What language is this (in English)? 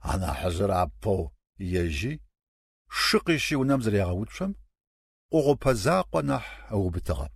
Kabardian